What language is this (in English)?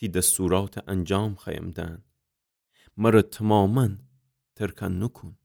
Gilaki